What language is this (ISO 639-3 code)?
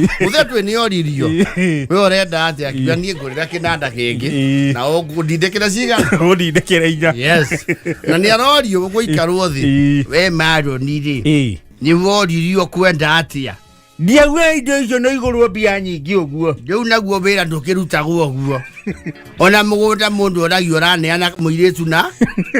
kik